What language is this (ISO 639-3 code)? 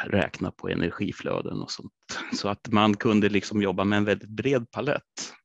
swe